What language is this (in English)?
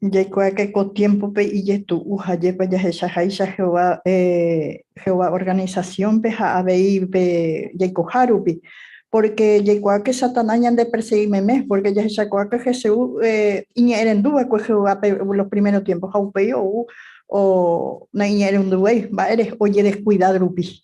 Guarani